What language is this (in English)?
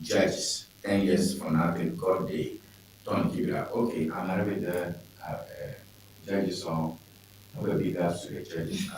Ewe